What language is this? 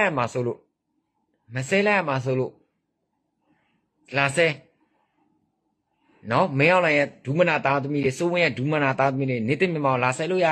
Burmese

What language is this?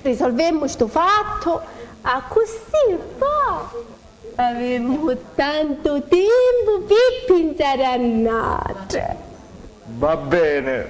Sicilian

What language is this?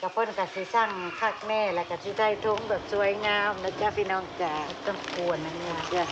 Northeastern Thai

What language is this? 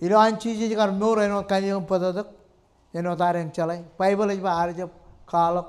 Marshallese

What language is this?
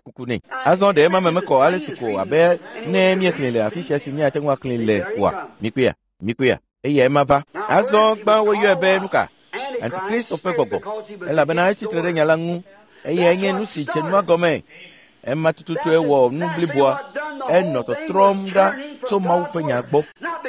Ewe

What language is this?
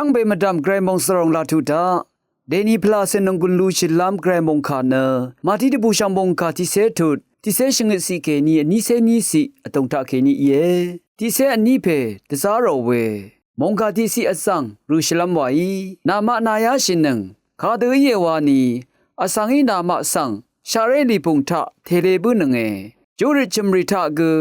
Rawang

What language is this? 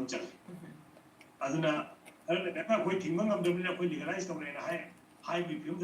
Manipuri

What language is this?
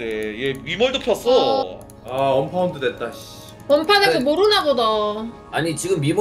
Korean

